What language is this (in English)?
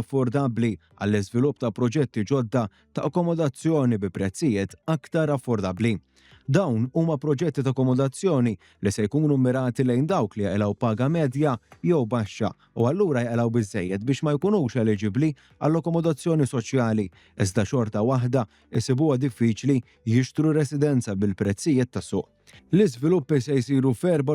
Maltese